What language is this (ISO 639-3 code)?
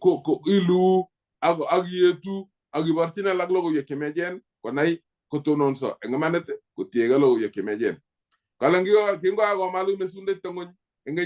kln